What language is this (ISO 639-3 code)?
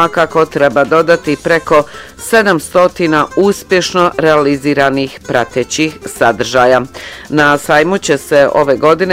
bos